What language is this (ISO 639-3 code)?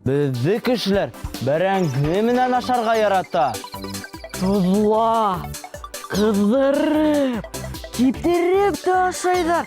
bak